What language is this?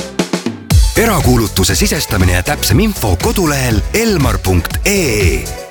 Estonian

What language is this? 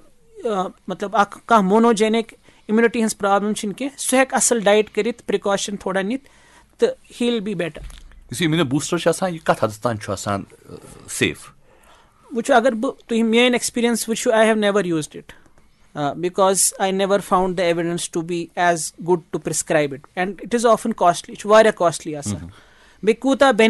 Kashmiri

